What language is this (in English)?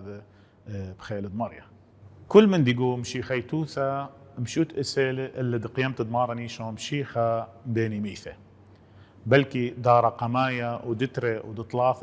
Assyrian Neo-Aramaic